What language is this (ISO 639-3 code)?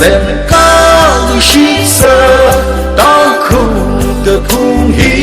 nmf